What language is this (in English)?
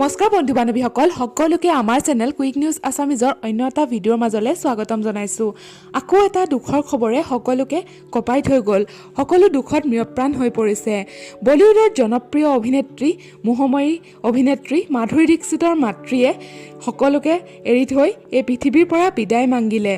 Assamese